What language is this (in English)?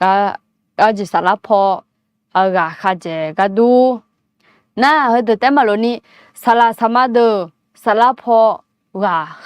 Akha